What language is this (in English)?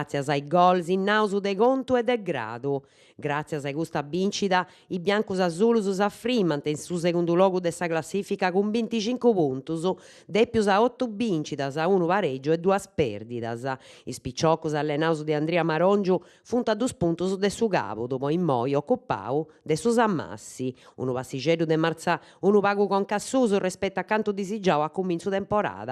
Sardinian